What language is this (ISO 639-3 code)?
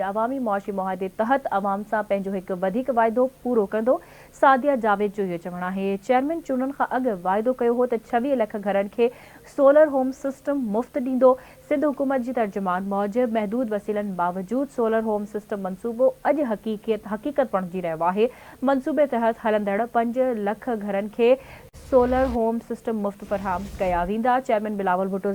snd